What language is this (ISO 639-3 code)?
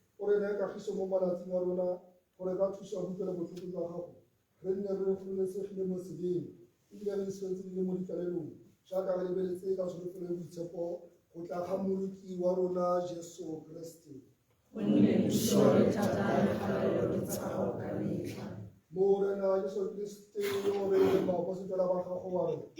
tsn